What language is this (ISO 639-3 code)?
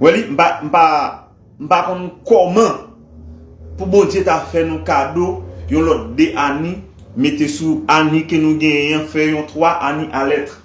hat